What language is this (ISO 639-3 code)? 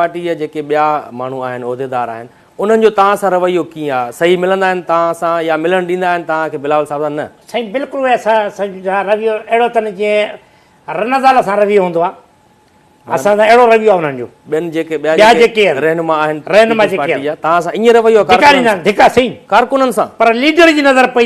snd